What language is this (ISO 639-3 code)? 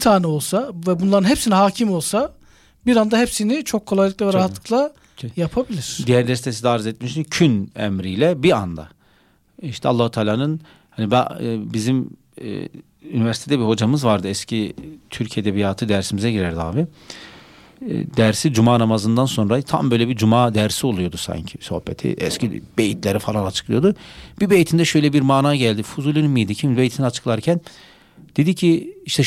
tur